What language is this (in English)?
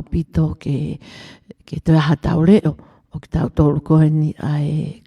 Tongan